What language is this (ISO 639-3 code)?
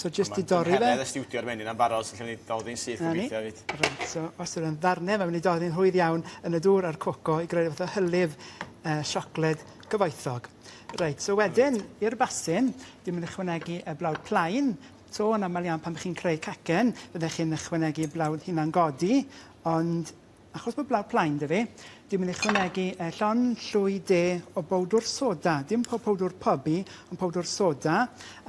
cym